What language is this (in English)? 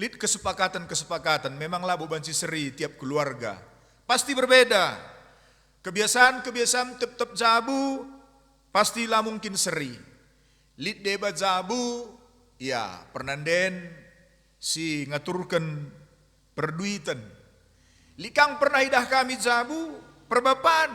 Batak Karo